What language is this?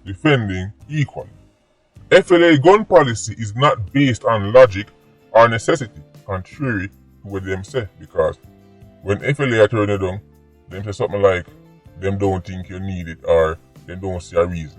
Jamaican Creole English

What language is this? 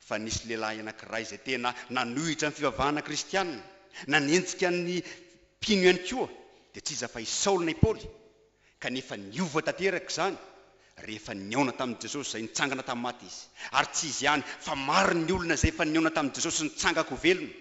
Malagasy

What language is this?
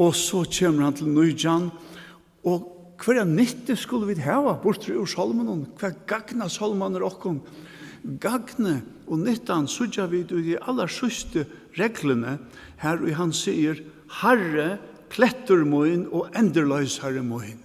Faroese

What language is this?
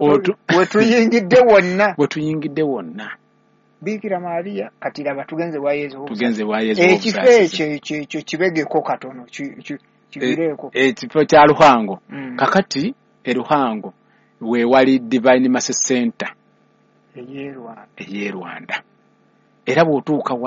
Ganda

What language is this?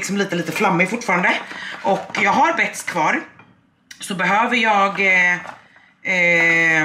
Swedish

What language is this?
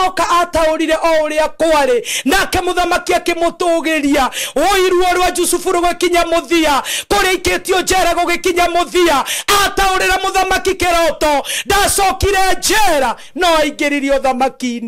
Kikuyu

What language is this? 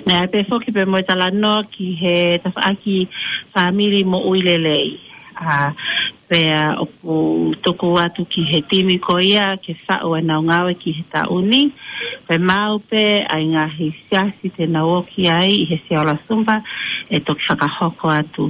Tongan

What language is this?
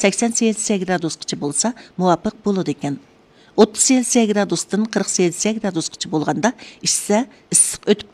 Uyghur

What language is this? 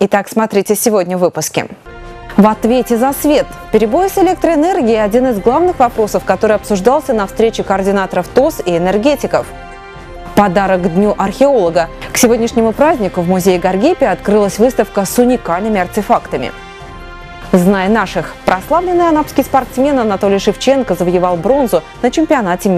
Russian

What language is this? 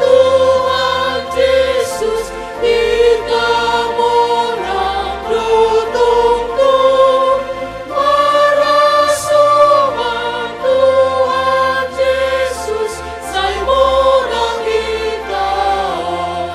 Batak Simalungun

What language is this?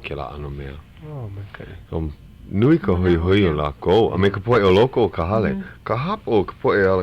Hawaiian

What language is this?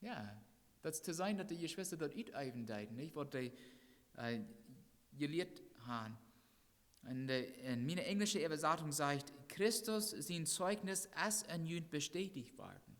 Plautdietsch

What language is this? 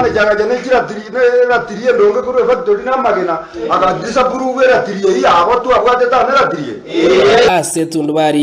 Gusii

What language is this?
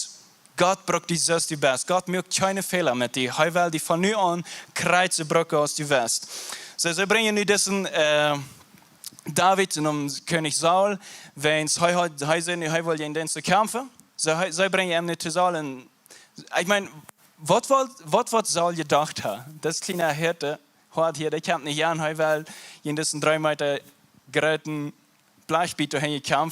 Plautdietsch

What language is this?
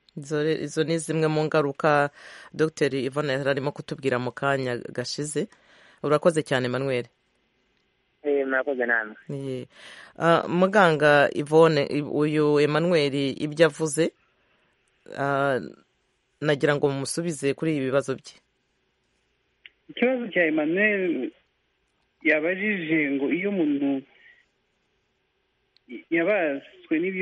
Kinyarwanda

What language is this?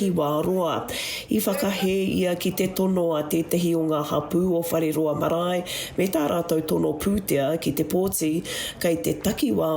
Māori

